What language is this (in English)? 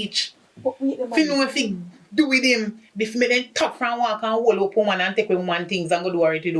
Jamaican Creole English